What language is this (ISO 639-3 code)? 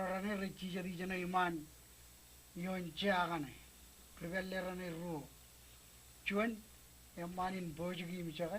mah